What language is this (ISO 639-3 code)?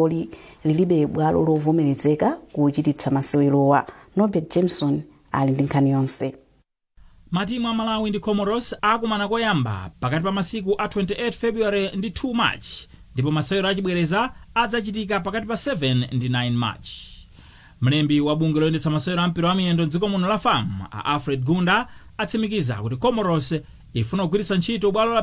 nya